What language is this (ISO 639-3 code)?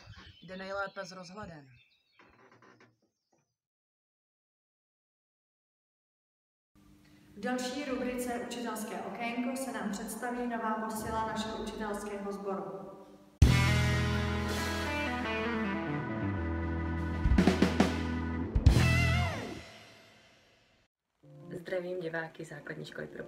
ces